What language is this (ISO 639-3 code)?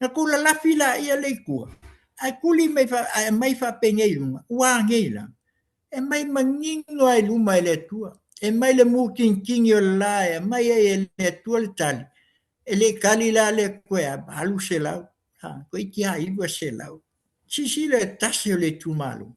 smo